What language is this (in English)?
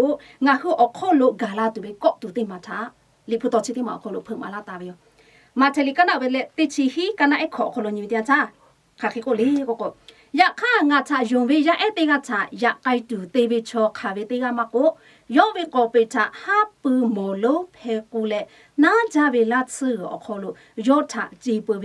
Lahu